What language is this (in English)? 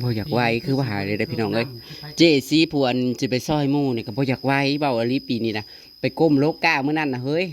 Northeastern Thai